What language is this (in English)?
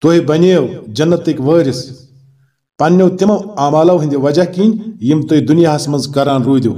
Kashmiri